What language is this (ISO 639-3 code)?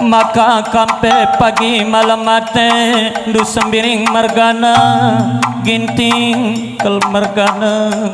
btx